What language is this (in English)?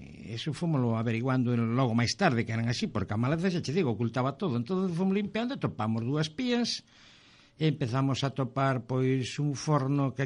Galician